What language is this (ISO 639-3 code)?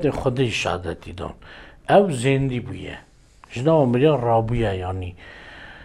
kur